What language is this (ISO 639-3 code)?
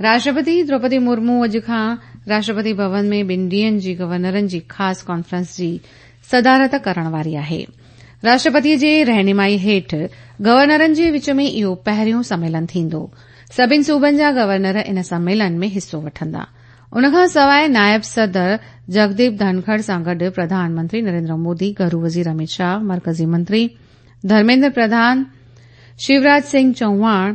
snd